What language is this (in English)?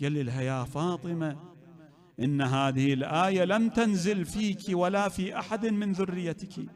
Mesopotamian Arabic